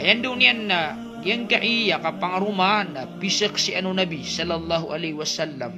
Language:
Maranao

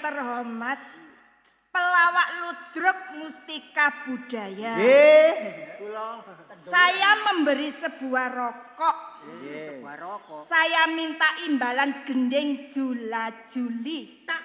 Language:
Javanese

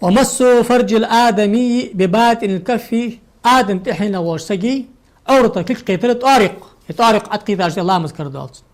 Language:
Ingush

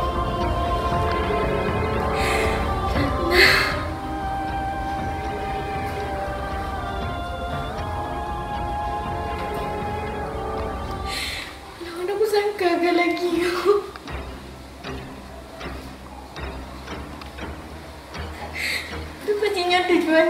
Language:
Achinese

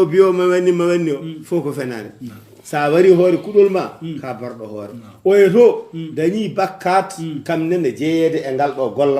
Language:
Fula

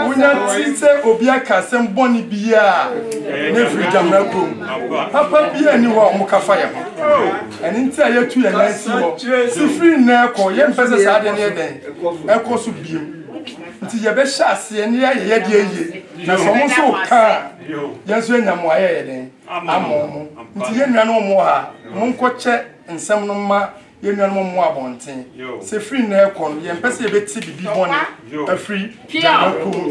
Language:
Akan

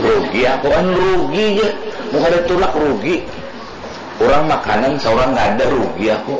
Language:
Banjar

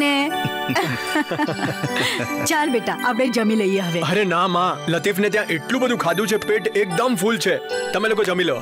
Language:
Gujarati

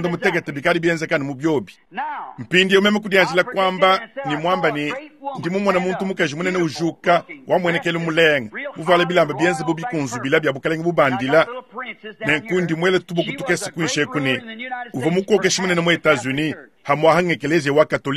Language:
Luba-Lulua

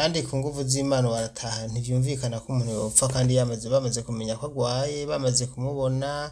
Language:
Rundi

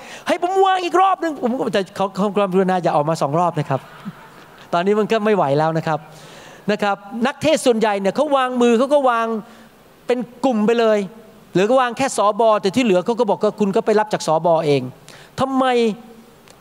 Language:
Thai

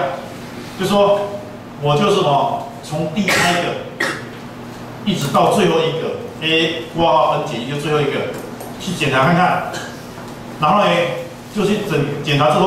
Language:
Chinese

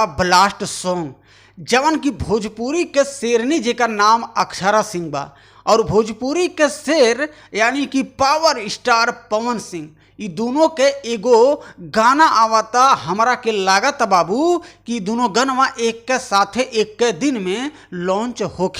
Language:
Bhojpuri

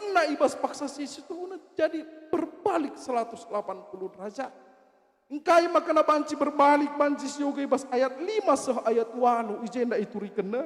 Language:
Batak Karo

